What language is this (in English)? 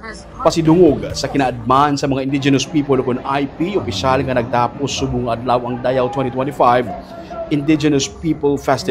Hiligaynon